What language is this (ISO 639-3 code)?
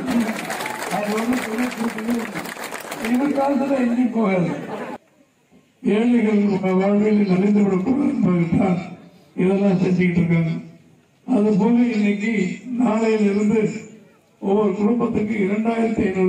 tam